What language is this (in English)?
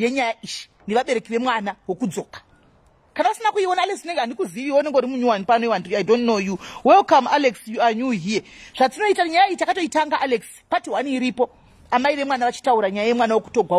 Shona